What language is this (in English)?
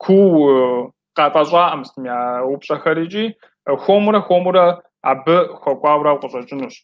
Kabardian